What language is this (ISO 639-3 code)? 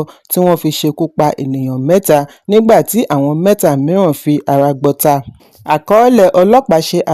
yor